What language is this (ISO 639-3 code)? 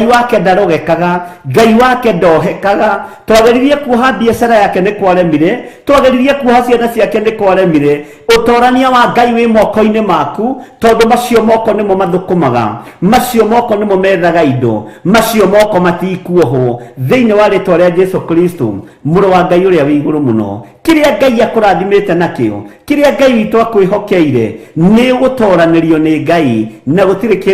kik